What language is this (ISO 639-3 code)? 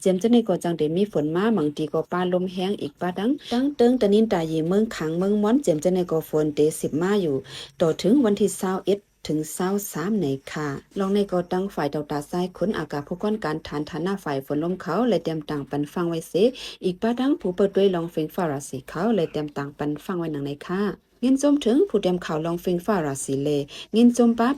shn